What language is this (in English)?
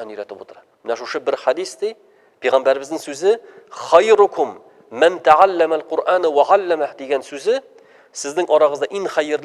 Tatar